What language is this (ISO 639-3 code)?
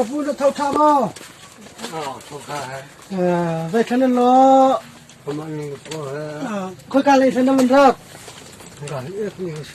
cnh